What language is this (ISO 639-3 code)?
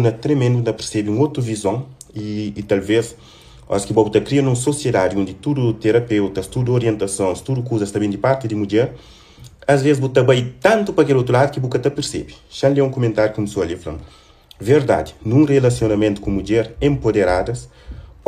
kea